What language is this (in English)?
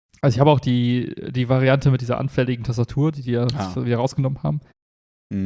German